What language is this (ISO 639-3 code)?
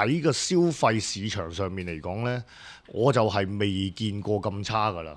yue